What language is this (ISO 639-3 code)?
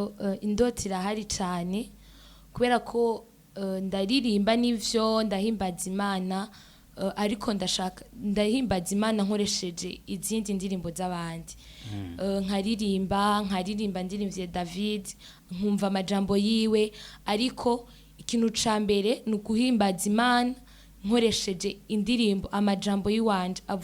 run